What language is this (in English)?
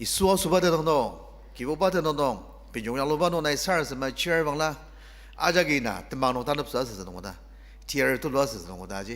Ao Naga